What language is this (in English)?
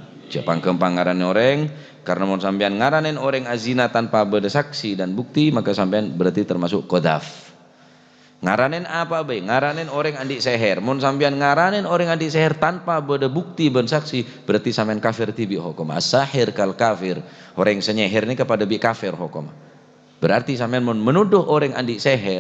Madurese